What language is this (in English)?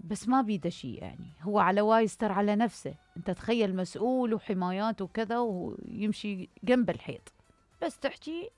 Mesopotamian Arabic